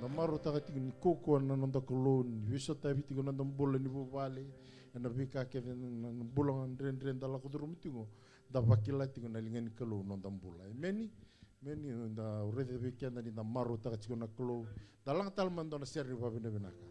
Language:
Fijian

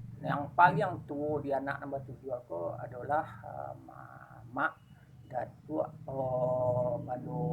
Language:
Minangkabau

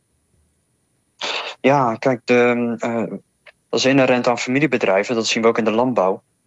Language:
Dutch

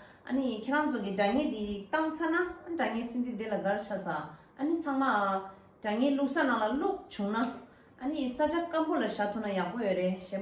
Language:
Tibetan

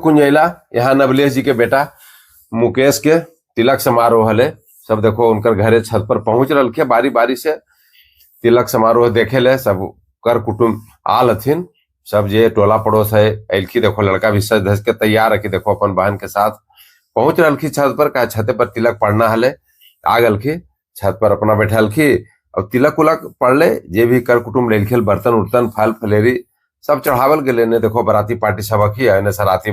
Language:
Magahi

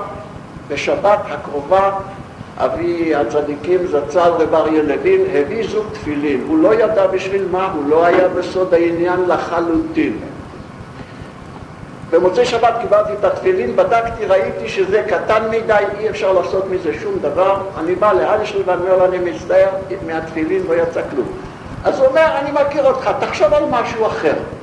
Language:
Hebrew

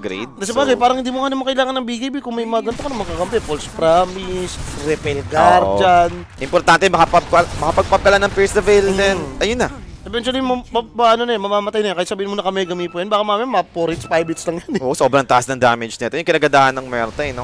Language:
Filipino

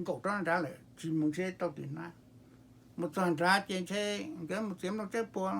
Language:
Hmong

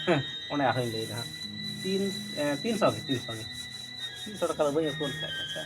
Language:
Santali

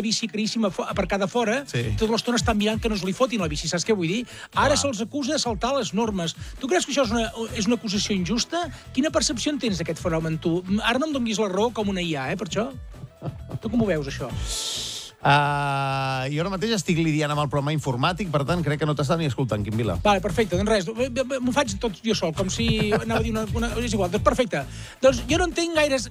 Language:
Catalan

